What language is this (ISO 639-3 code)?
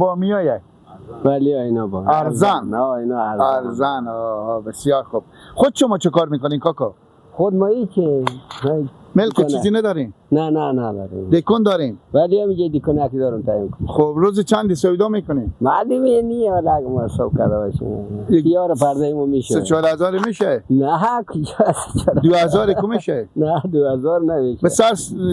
fas